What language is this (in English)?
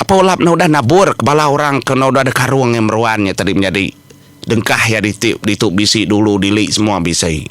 Iban